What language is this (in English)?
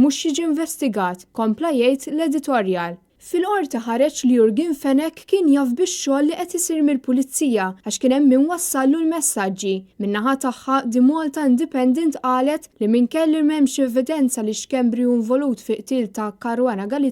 Maltese